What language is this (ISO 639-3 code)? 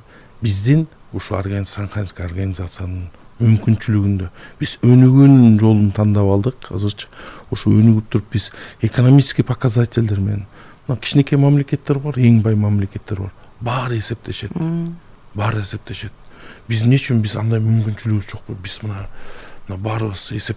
kir